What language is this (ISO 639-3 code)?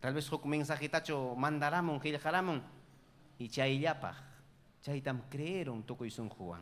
quy